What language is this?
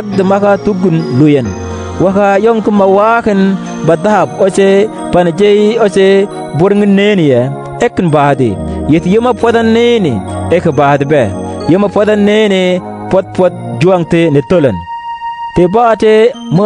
Mabaan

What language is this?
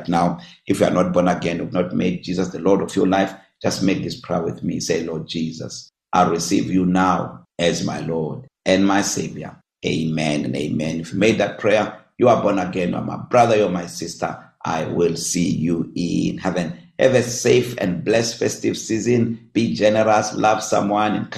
English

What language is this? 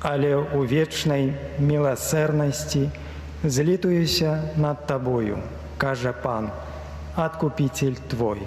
Belarusian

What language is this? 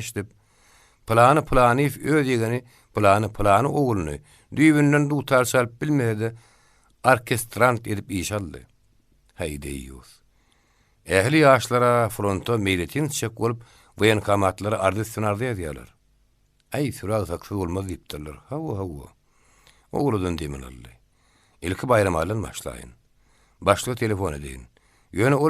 Turkmen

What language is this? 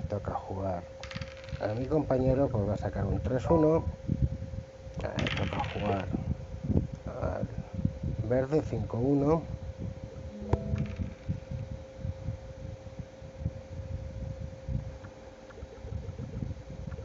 Spanish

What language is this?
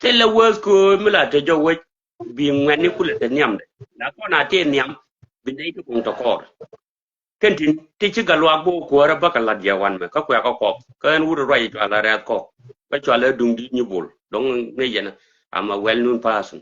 Nuer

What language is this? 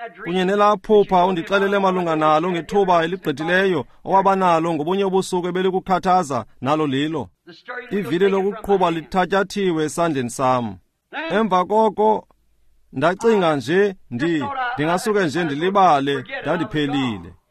Xhosa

